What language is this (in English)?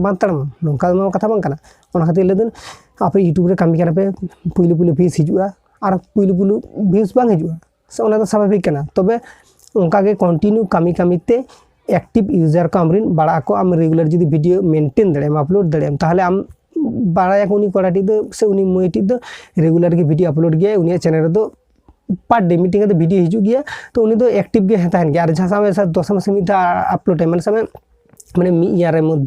Santali